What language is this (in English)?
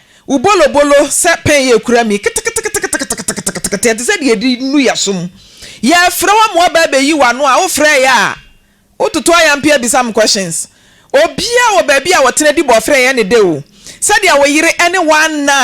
Akan